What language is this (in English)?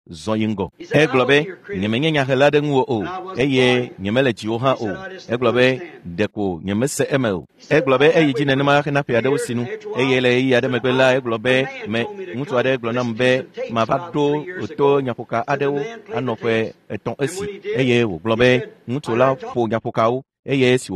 Ewe